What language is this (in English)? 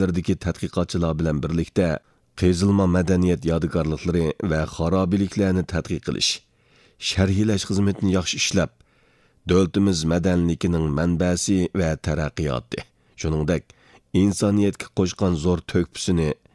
Uyghur